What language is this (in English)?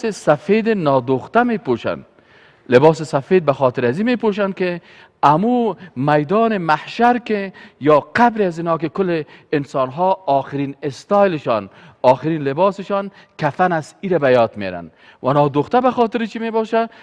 Persian